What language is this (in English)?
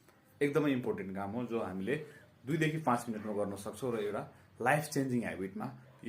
Nepali